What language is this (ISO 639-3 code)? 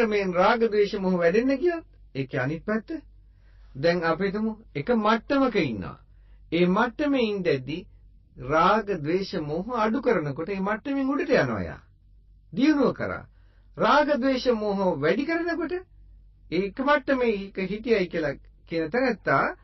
sin